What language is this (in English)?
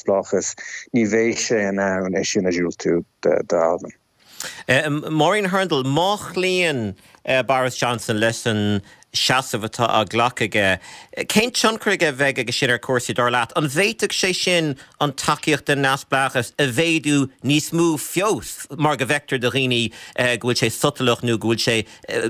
Irish